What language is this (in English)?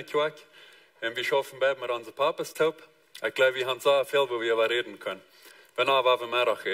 Plautdietsch